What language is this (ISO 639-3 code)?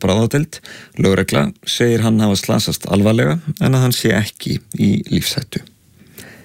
isl